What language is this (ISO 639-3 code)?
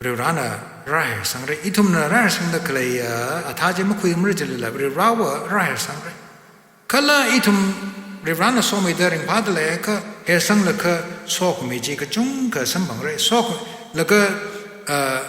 nmf